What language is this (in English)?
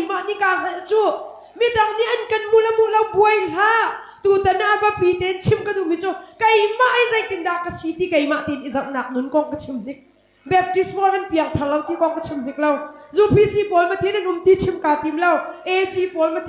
Hakha Chin